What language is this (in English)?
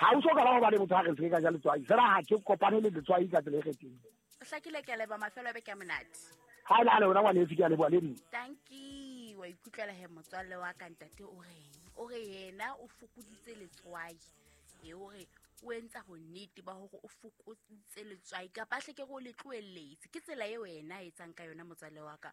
Southern Sotho